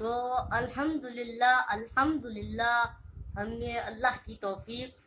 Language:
Urdu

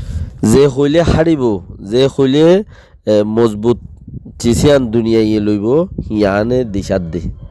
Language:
Rohingya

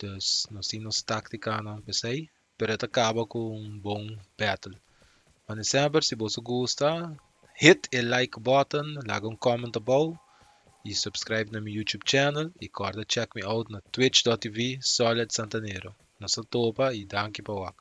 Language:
Papiamento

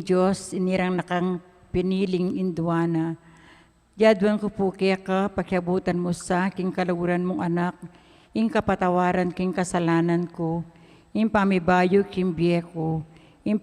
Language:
Pampanga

